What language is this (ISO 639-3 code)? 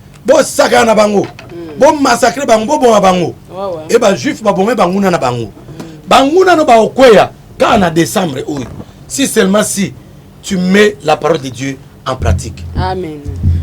lin